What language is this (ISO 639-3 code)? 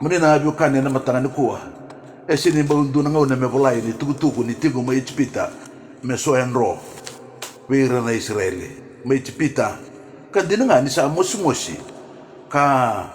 fij